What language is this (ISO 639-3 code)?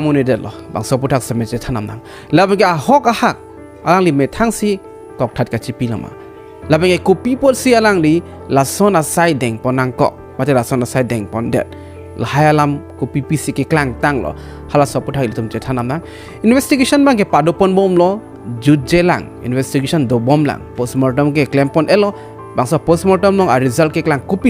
mjw